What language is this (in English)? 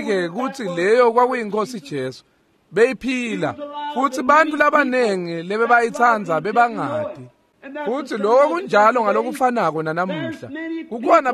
Swati